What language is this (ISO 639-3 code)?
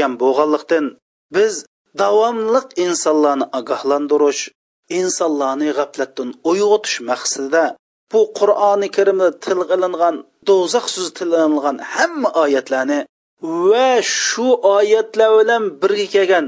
uig